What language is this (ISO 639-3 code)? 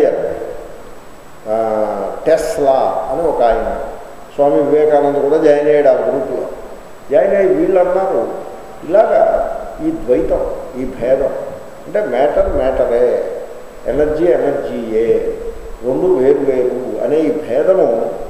tel